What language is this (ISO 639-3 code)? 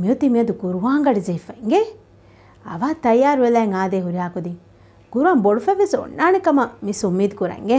div